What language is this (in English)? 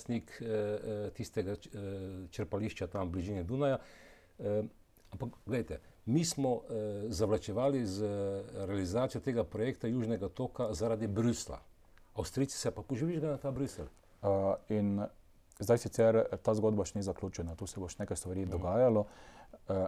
Slovenian